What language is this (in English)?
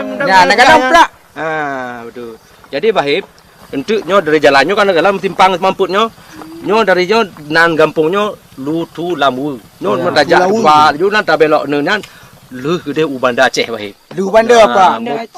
Achinese